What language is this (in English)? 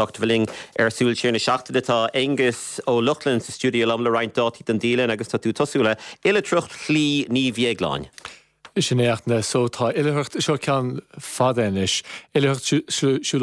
Irish